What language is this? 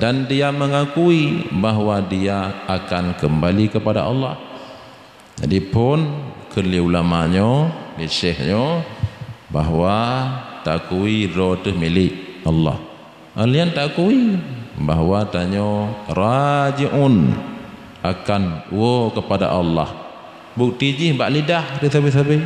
Achinese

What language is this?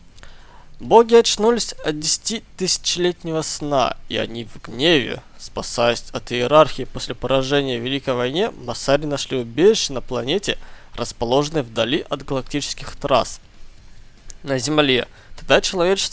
Russian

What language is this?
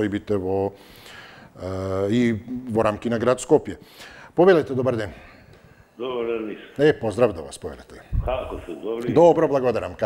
Macedonian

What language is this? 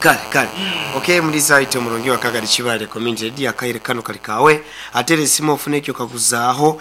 Nyankole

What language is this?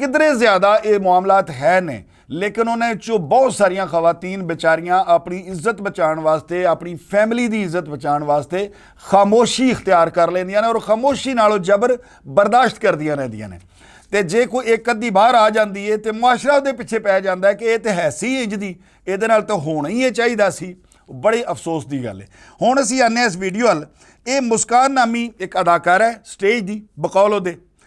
Western Panjabi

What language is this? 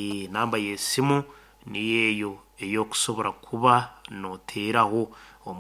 Nyankole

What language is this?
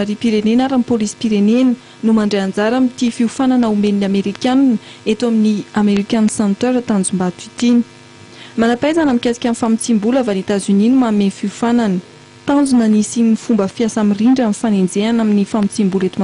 Malagasy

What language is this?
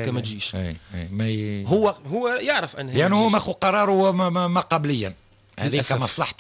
Tunisian Arabic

